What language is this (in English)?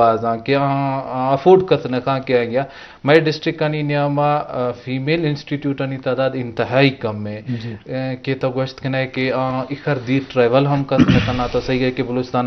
Eastern Balochi